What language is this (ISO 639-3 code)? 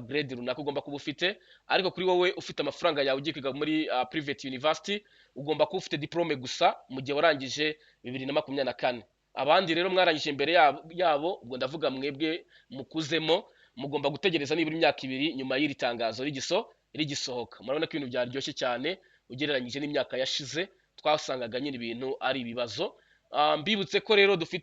kin